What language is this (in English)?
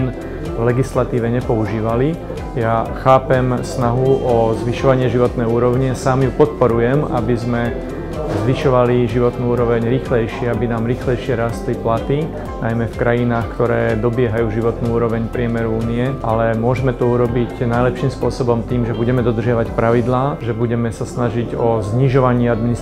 Slovak